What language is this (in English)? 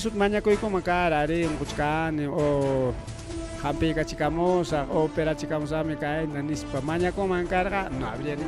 Ayacucho Quechua